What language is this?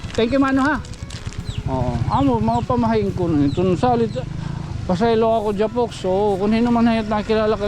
Waray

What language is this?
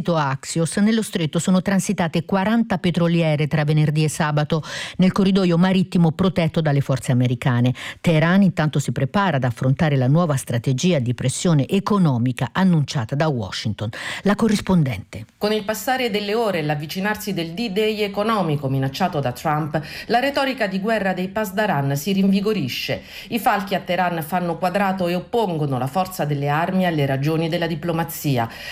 Italian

